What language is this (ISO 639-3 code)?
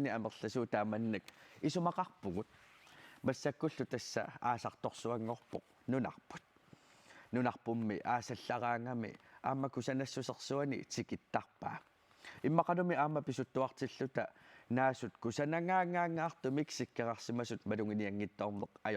kal